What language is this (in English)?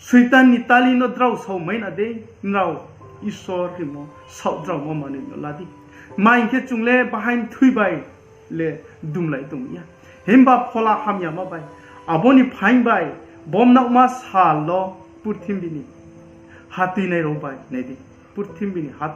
Riang (India)